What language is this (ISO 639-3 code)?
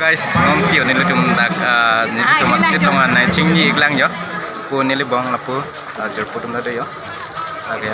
mjw